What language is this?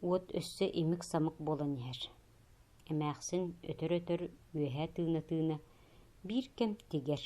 Yakut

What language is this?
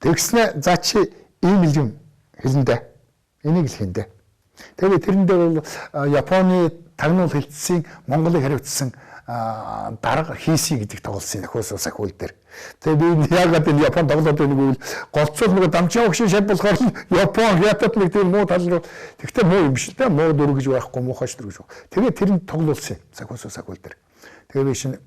Mongolian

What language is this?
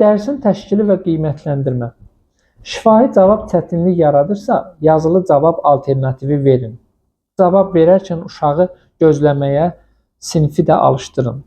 Azerbaijani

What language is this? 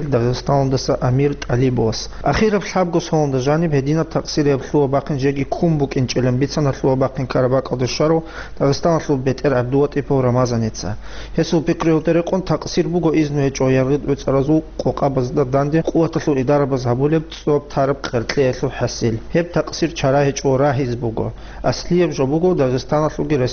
Avaric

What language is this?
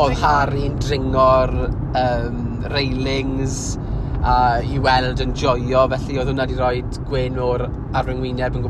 Welsh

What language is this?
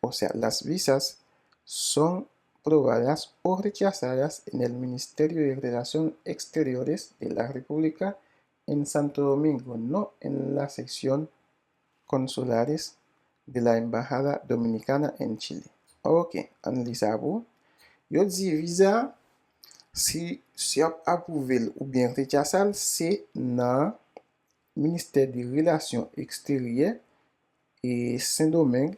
Haitian Creole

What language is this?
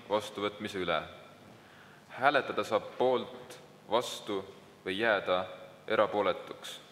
Estonian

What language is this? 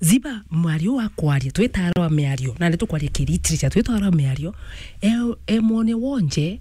Meru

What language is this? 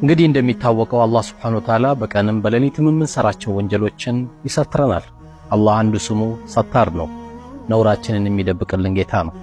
Amharic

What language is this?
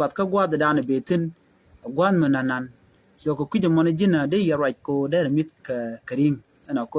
Nuer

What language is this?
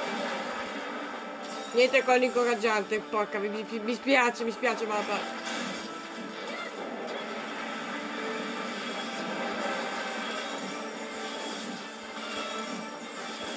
Italian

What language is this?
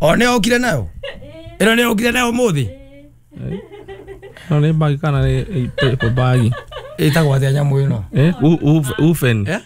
Kikuyu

